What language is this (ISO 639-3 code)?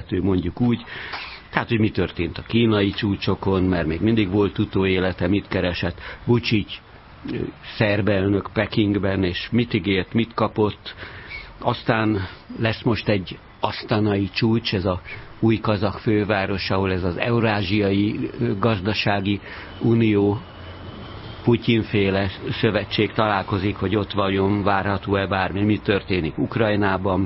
hun